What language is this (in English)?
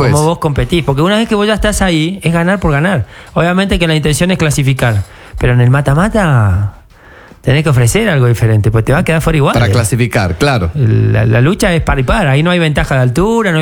Spanish